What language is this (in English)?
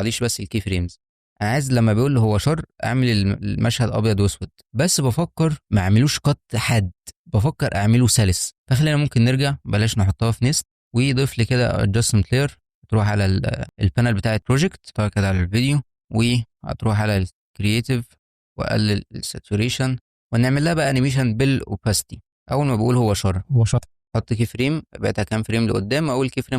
Egyptian Arabic